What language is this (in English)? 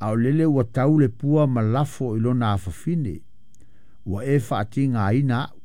Samoan